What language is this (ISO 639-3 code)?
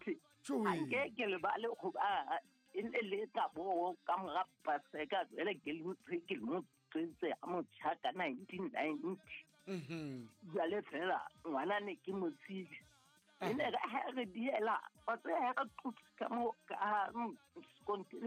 sot